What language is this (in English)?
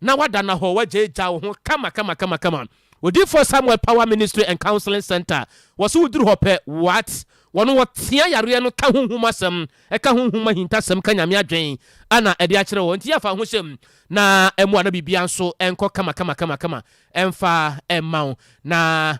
Akan